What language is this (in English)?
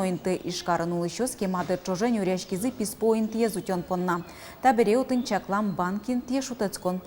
Udmurt